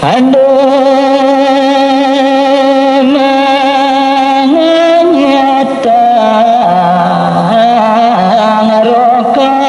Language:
Balinese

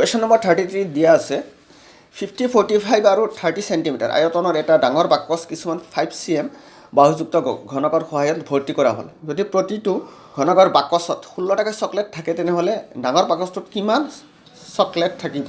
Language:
Assamese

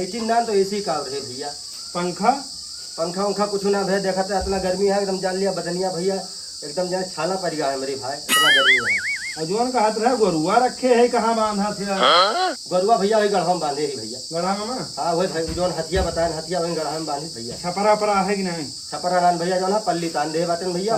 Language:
Awadhi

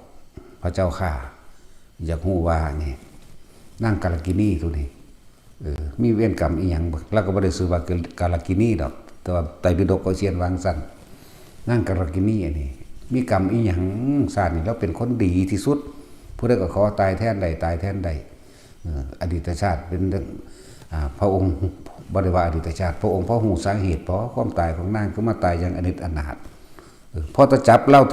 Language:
Northeastern Thai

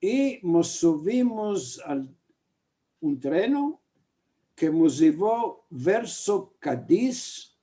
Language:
Ladino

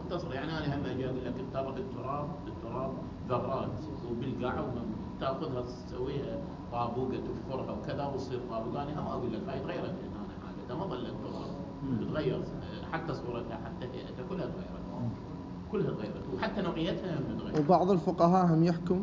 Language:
Mesopotamian Arabic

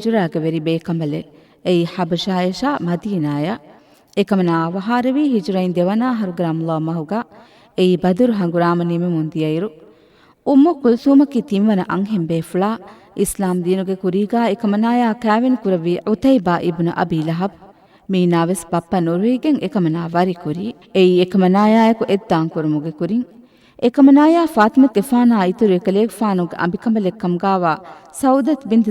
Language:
Divehi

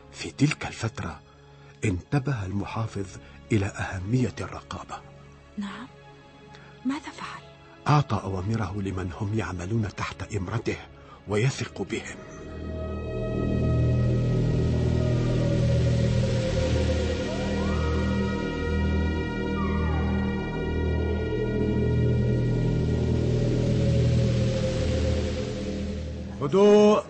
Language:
Arabic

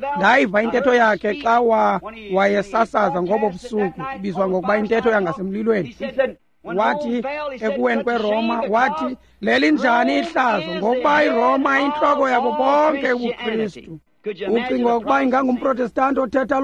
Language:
Xhosa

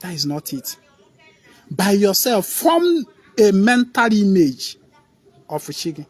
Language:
Igbo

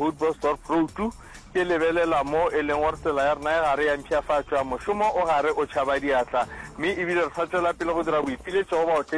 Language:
Northern Sotho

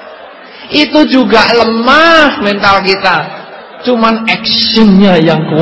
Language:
Indonesian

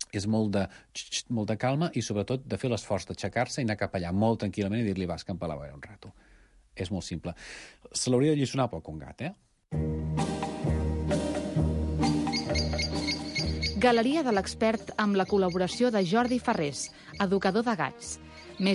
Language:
Catalan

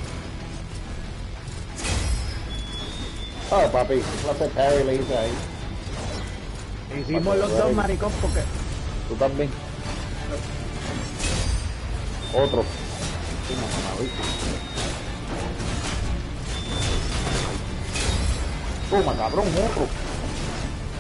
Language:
Spanish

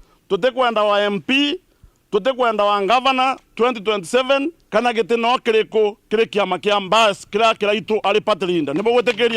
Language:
Meru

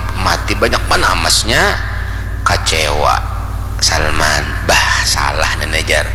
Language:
Banjar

